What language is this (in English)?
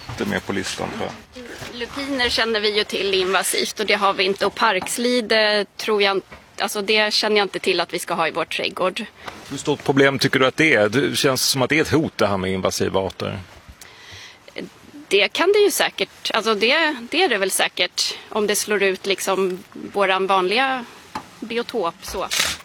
Swedish